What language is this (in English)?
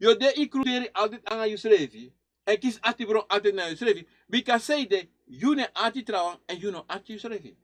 Sranan Tongo